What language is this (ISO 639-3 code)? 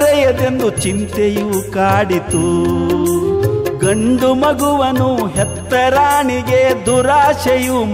kan